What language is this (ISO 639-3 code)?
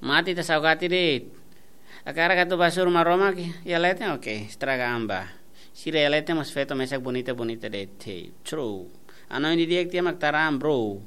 tet